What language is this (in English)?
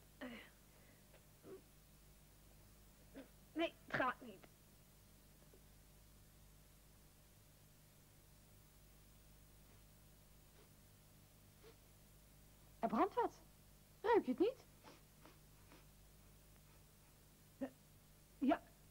Dutch